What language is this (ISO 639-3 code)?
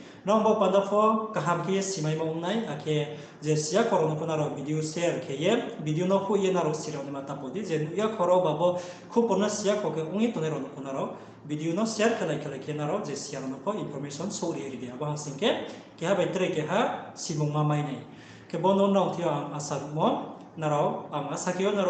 ria